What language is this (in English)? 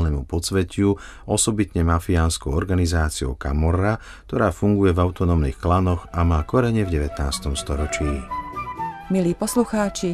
Slovak